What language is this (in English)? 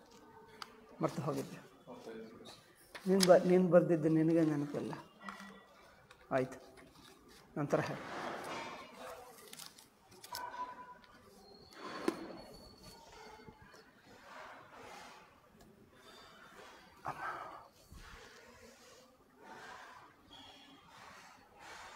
Kannada